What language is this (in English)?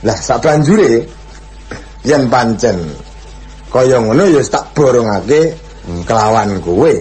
Javanese